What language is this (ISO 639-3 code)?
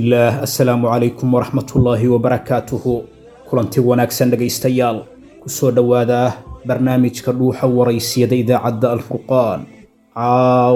som